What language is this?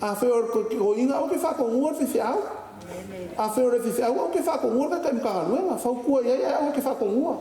Samoan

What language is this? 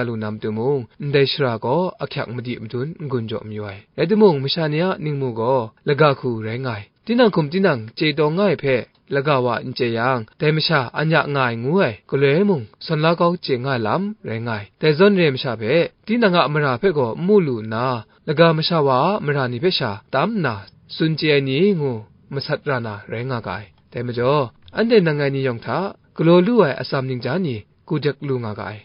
Kachin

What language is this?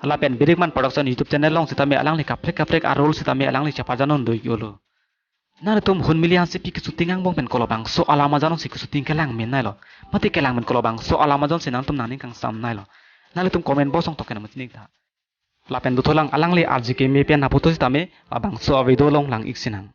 Karbi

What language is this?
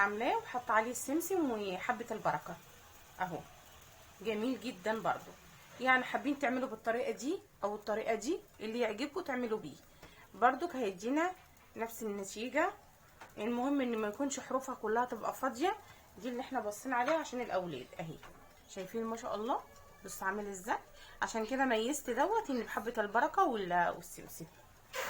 Egyptian Arabic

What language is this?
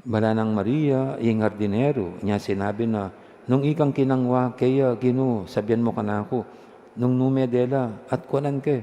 Pampanga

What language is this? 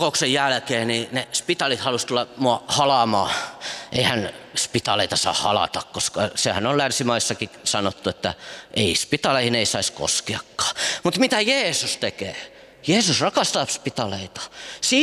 Finnish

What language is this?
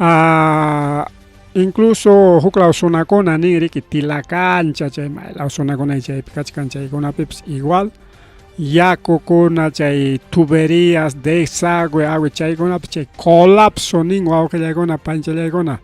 Ayacucho Quechua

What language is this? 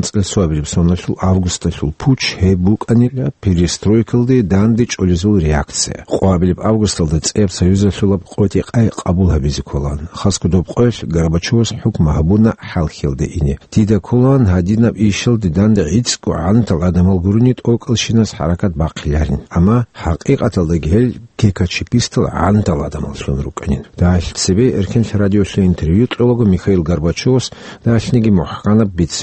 Avaric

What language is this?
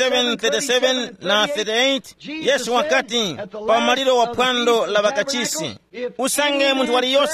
Tumbuka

